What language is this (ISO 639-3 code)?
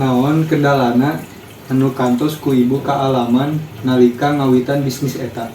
sun